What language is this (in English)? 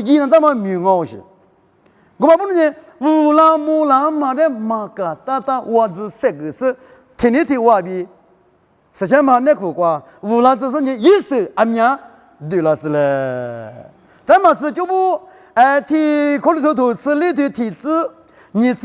Lisu